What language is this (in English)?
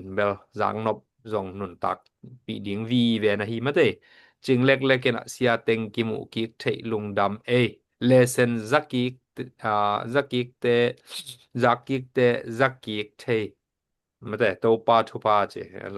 Tedim Chin